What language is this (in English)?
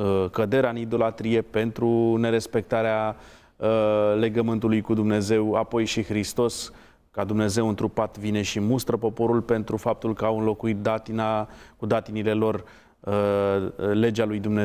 Romanian